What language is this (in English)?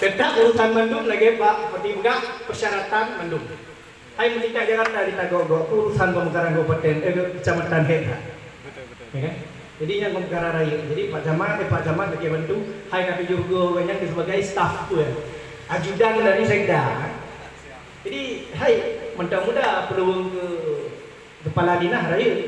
Achinese